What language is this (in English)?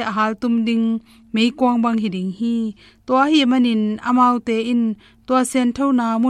Tedim Chin